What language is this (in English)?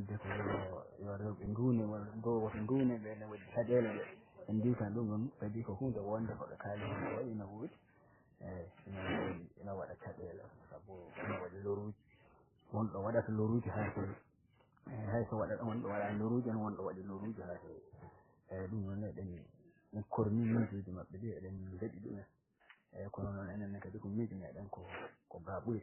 Fula